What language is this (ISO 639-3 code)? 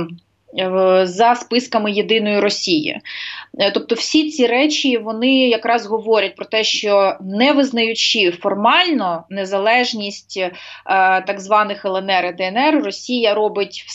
ukr